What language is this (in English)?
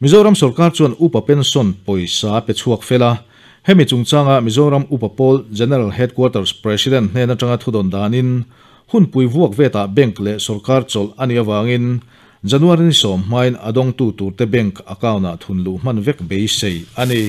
Mizo